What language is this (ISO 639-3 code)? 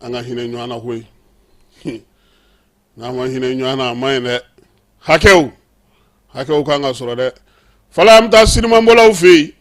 bam